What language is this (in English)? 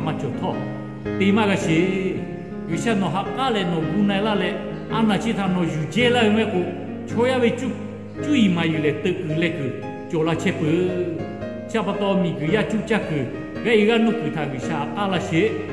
Lahu